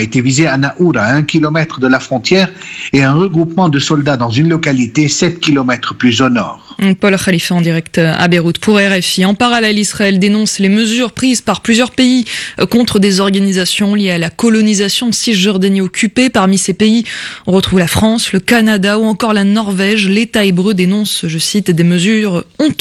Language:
French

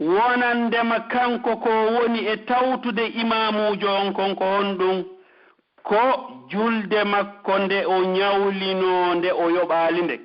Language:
Pular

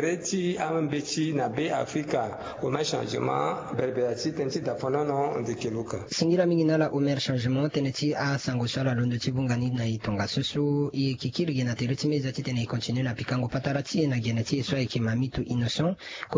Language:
Sango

